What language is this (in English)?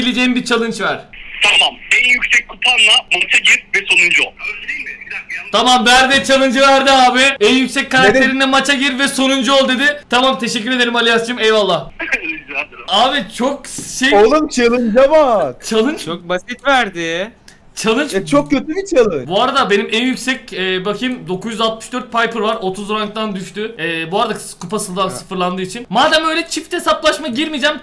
Turkish